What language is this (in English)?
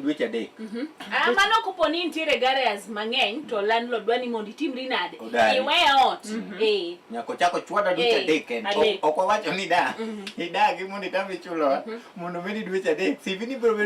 Luo (Kenya and Tanzania)